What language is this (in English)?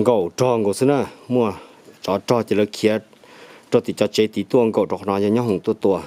Hmong